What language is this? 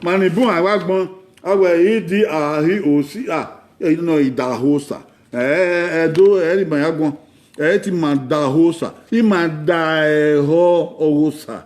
Bini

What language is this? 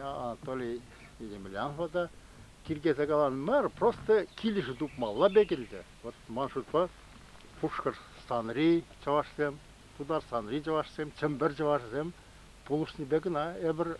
Chuvash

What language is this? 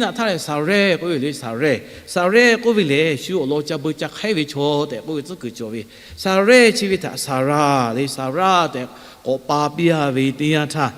Lahu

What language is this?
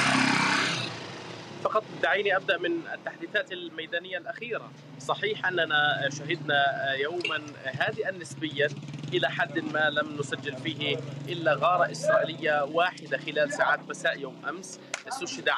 Arabic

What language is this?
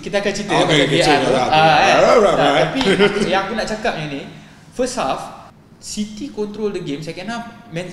Malay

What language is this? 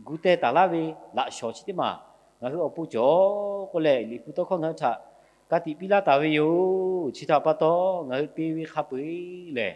Lahu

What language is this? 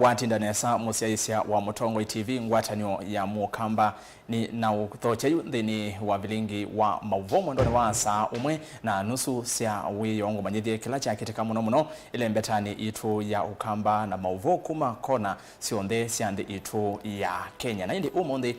Kamba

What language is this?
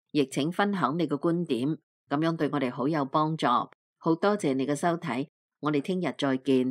Cantonese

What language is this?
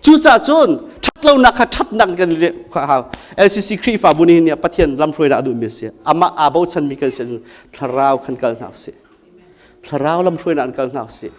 Hakha Chin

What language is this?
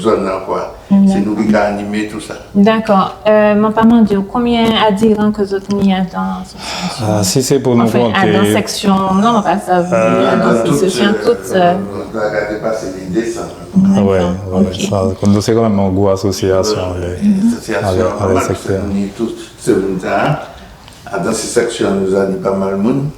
Guadeloupean Creole French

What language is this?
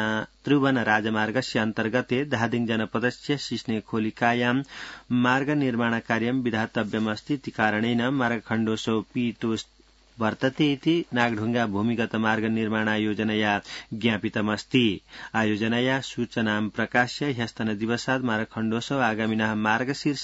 Sanskrit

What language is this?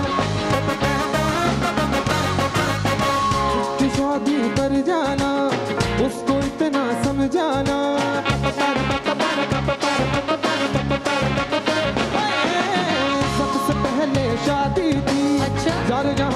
Hindi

